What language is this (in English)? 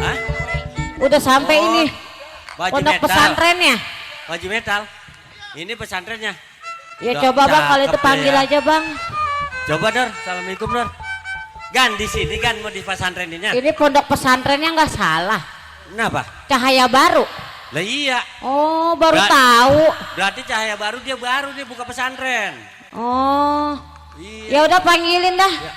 Betawi